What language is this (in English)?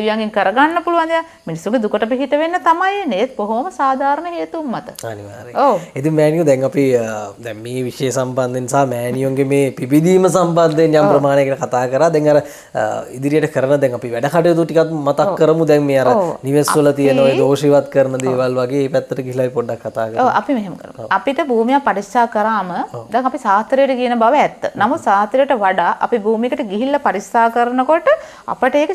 Sinhala